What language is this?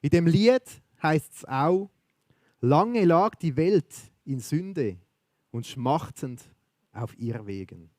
Swiss German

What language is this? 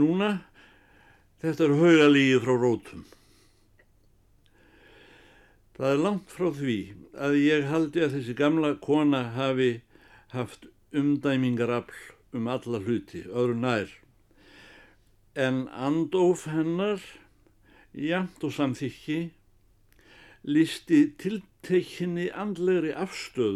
Icelandic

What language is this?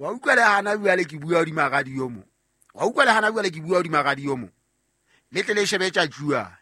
Southern Sotho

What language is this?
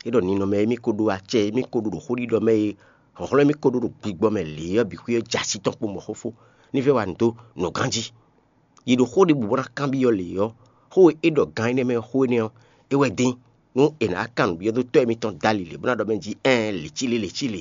Fon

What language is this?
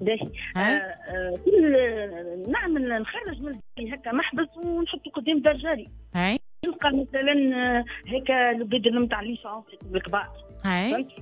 Tunisian Arabic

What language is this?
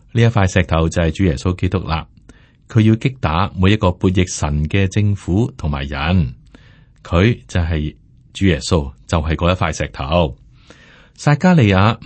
Cantonese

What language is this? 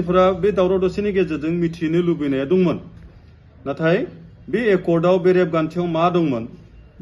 Bodo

